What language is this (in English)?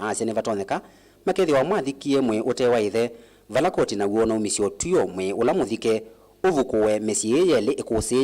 Kamba